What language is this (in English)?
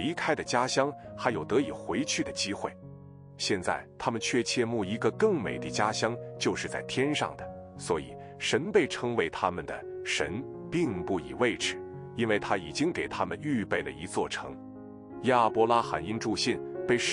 Chinese